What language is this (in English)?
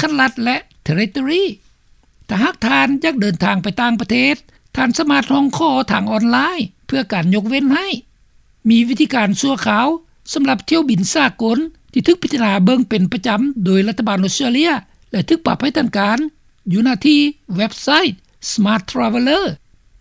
Lao